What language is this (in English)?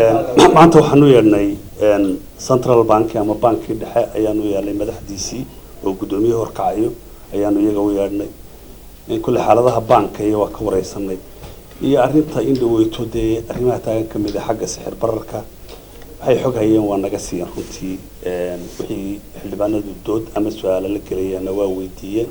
Somali